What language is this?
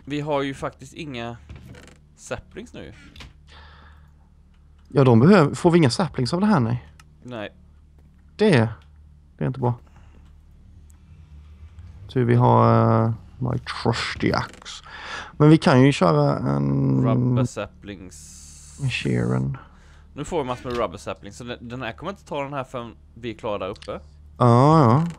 Swedish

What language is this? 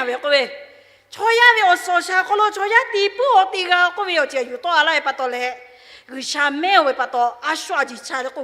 Lahu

